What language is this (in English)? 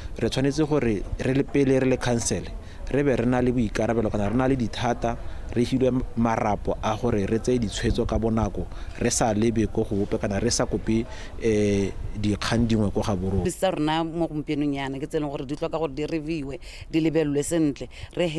Tswana